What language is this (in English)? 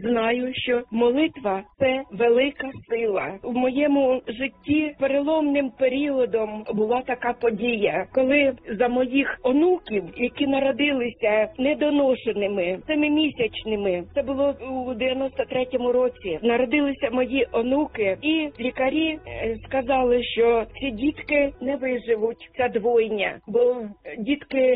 Ukrainian